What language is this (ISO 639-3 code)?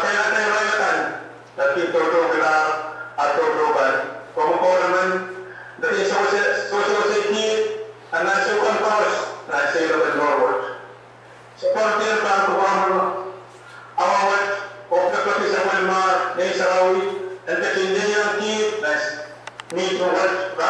pon